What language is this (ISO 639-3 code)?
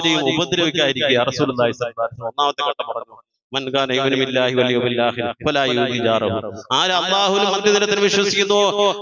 mal